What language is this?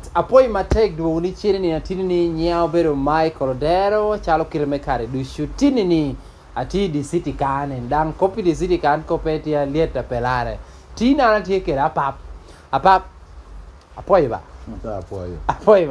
Lango (Uganda)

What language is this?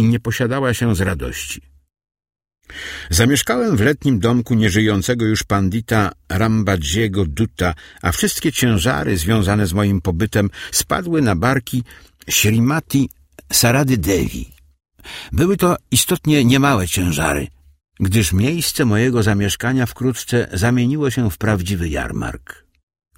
Polish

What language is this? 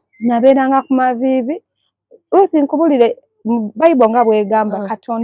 Ganda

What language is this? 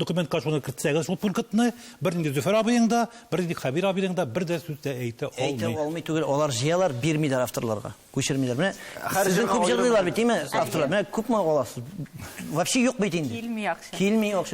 Tatar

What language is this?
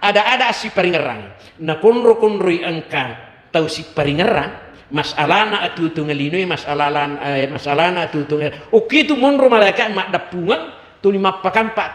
Buginese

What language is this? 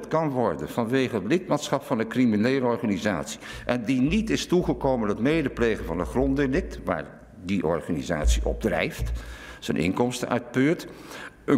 Dutch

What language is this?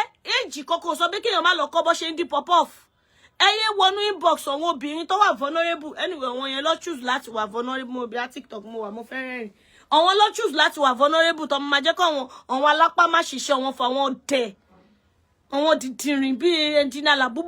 Yoruba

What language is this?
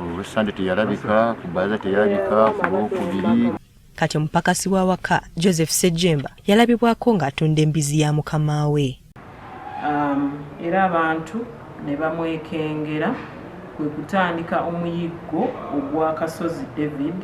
Ganda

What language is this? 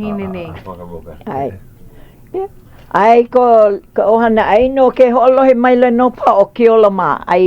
Hawaiian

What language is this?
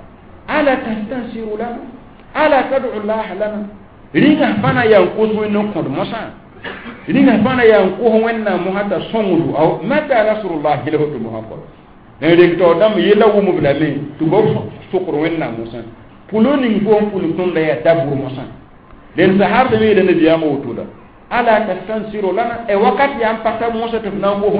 Mossi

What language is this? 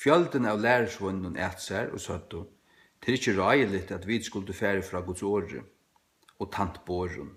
Faroese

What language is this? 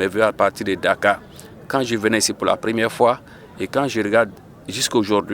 Fula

